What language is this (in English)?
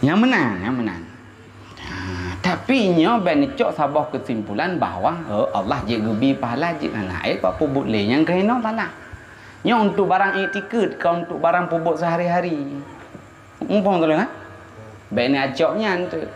Achinese